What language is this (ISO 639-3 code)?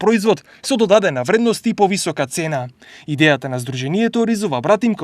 mkd